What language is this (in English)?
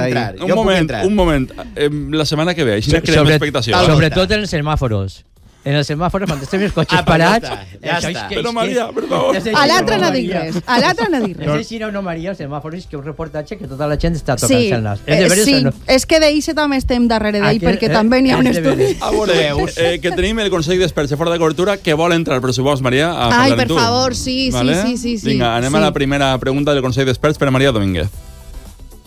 Catalan